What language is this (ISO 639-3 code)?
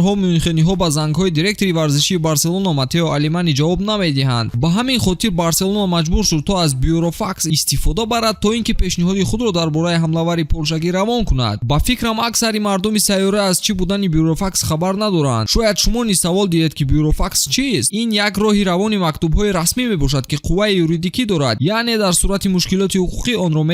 tgk